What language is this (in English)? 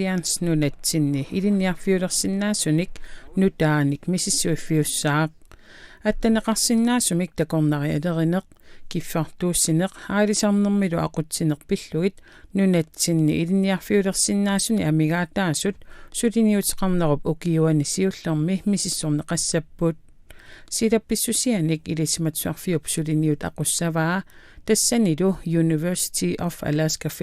Kalaallisut